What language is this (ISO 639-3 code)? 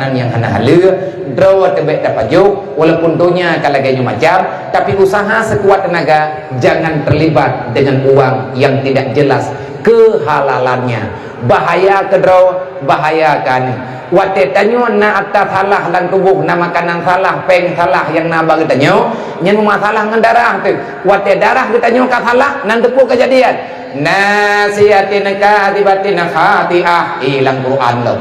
ace